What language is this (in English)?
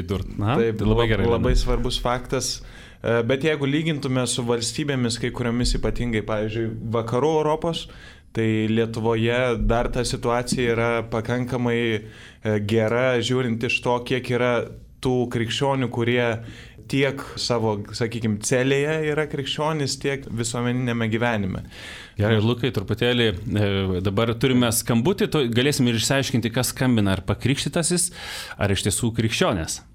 Lithuanian